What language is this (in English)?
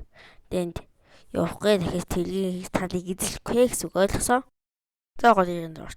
Mongolian